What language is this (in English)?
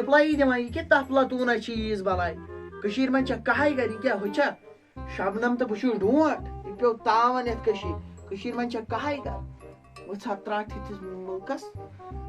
Kashmiri